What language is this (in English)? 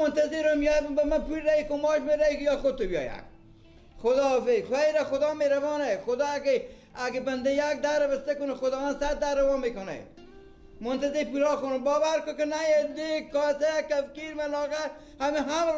Persian